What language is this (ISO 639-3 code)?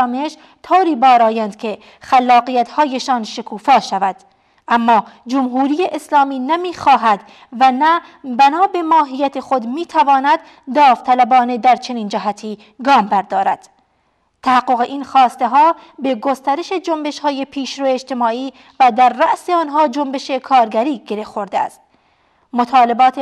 fas